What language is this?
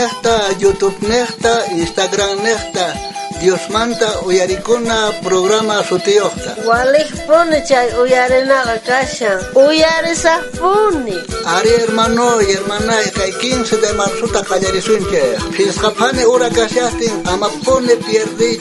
South Bolivian Quechua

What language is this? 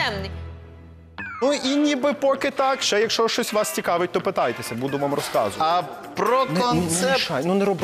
Ukrainian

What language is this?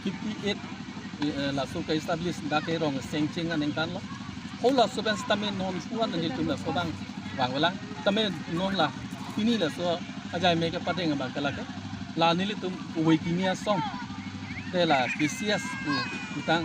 Karbi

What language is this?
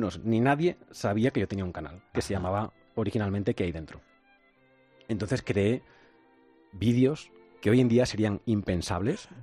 Spanish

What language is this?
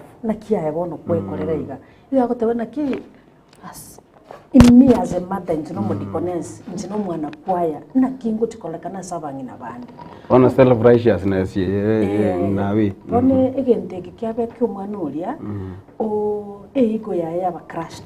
Gusii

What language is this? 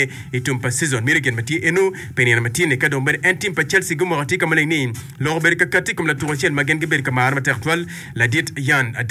Acoli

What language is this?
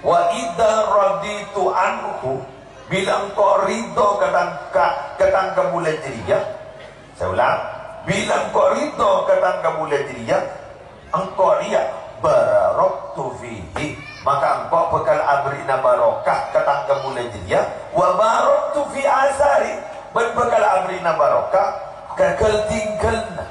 Madurese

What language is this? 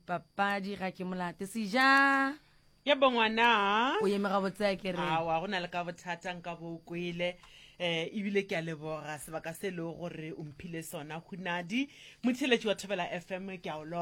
Northern Sotho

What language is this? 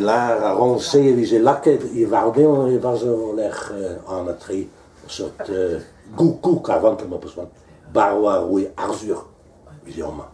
Breton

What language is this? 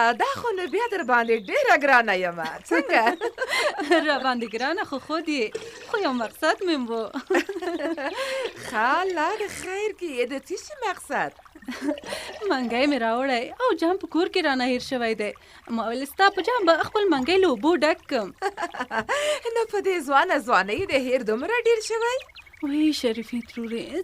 Pashto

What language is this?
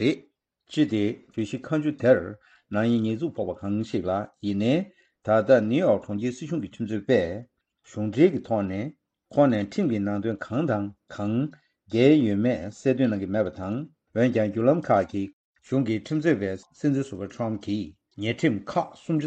Tibetan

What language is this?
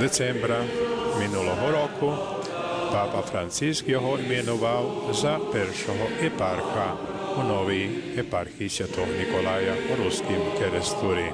Rusyn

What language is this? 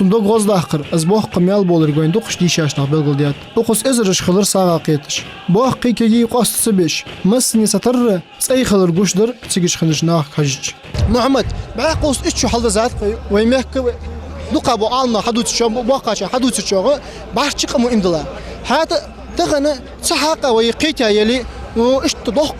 Ingush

